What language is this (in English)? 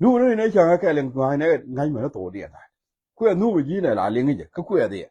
Nuer